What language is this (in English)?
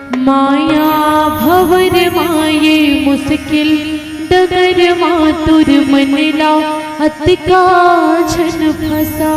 Chhattisgarhi